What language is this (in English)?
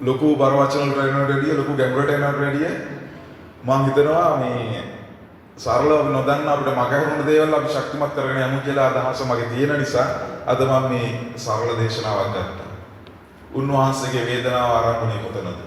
Sinhala